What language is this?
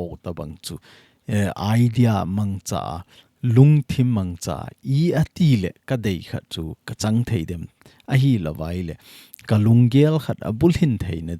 Thado Chin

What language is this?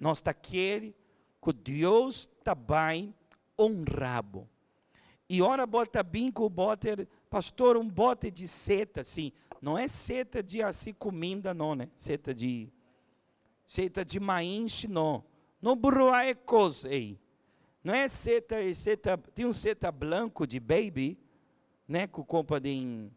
Papiamento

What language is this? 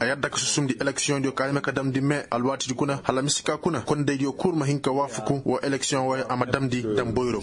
Koyraboro Senni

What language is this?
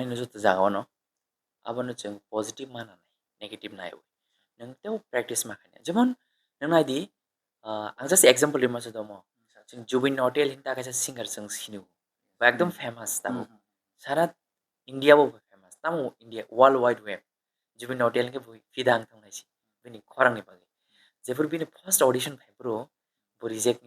Kok Borok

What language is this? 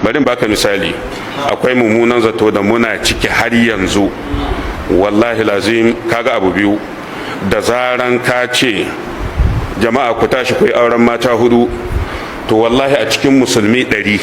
Hausa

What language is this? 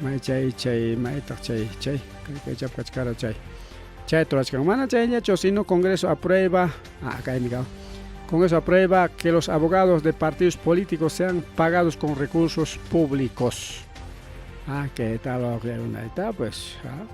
Ayacucho Quechua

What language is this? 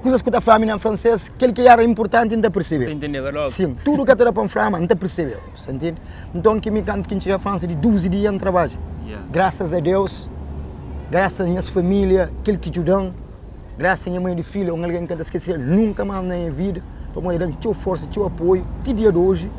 Kabuverdianu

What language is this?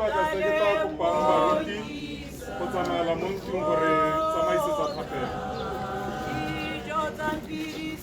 Tswana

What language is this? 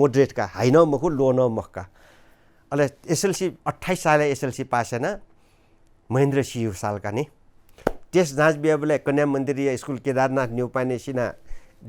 Newari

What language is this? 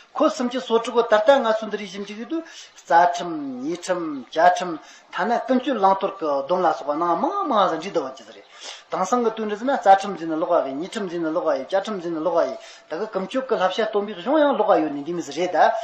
Tibetan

